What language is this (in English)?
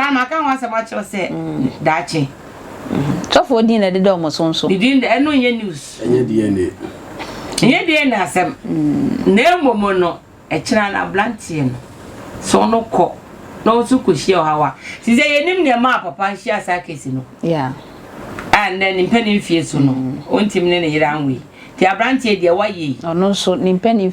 Akan